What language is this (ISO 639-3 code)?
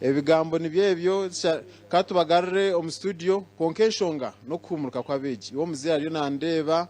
nyn